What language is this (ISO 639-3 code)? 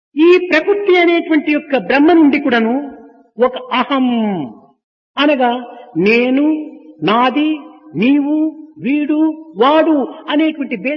tel